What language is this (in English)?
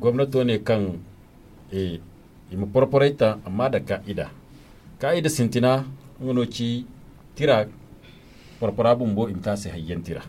Zarma